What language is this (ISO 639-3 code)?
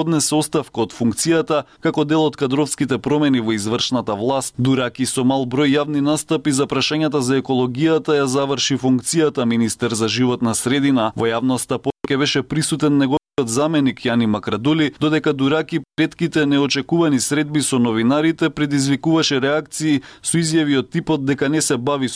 mkd